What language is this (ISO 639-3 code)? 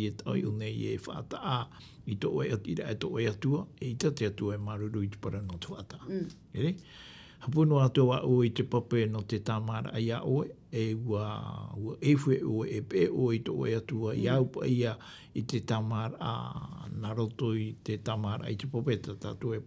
tah